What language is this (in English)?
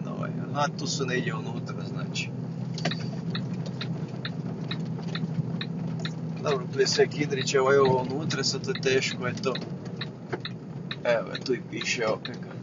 Croatian